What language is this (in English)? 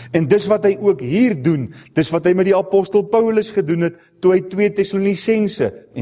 Afrikaans